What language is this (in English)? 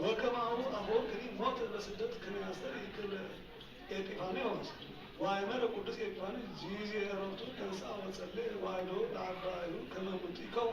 Geez